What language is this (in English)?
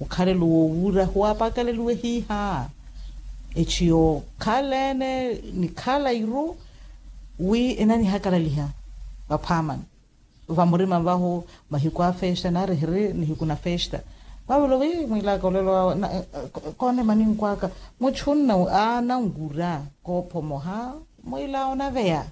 Makhuwa